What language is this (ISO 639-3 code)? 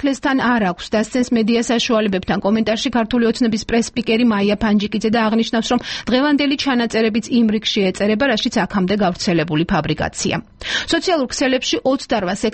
kat